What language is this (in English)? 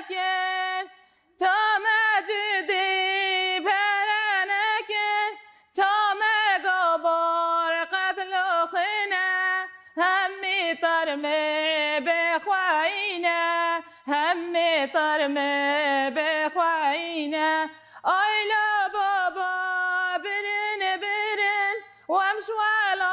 Kurdish